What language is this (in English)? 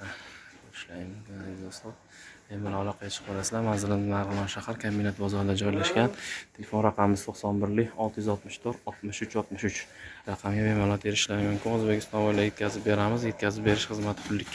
Uzbek